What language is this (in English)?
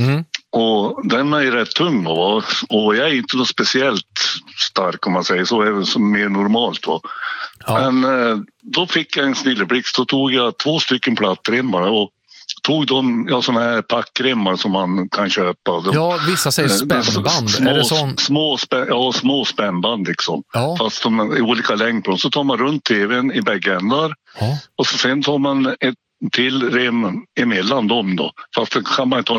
Swedish